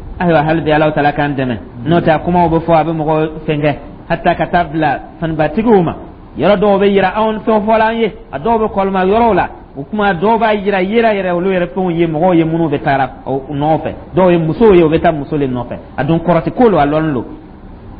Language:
Dyula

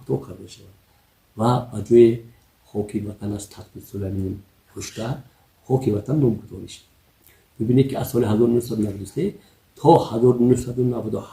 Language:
Tajik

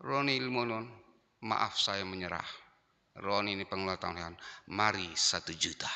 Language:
Batak Simalungun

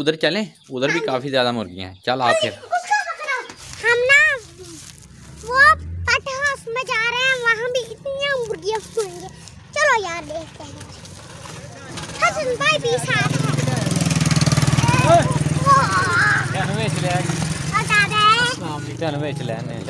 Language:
Hindi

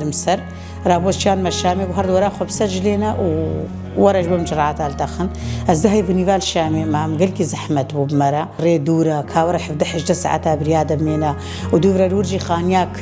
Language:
Kurdish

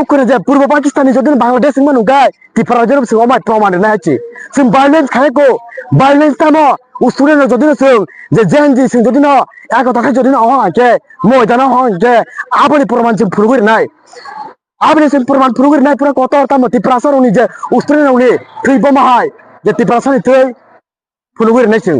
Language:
Kok Borok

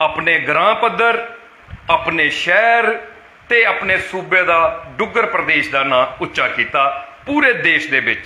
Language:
Dogri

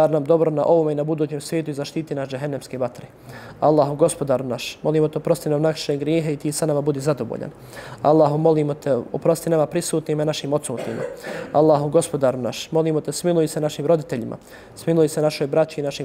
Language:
Bosnian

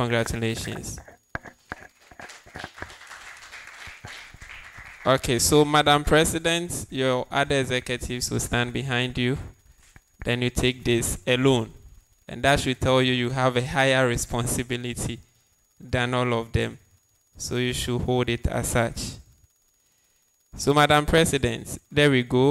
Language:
English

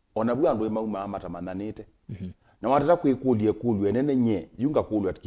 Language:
Kamba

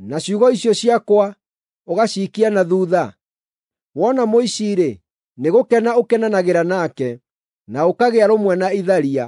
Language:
Kikuyu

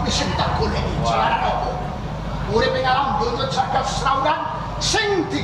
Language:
Javanese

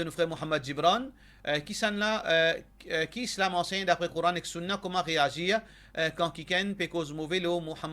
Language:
Morisyen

